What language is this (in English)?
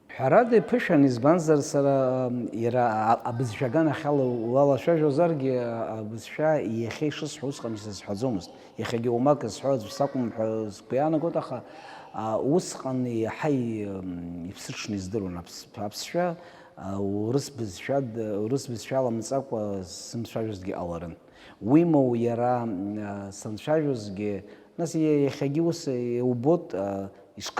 Abkhazian